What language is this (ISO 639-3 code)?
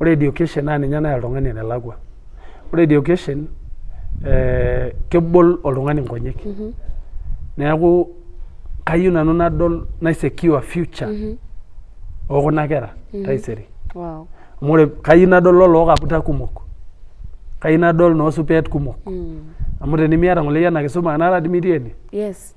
mas